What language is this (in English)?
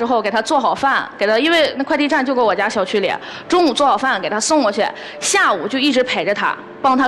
Chinese